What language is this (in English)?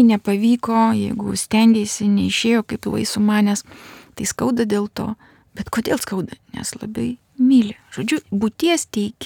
Lithuanian